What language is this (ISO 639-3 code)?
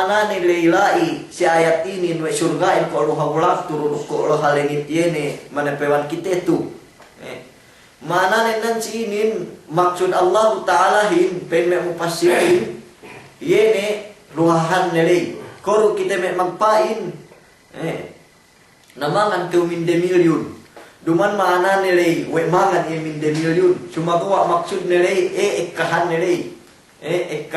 yka